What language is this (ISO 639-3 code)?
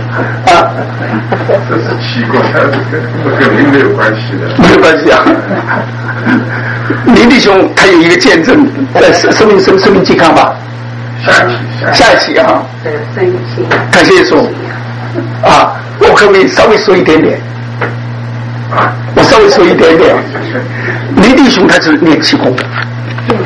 zho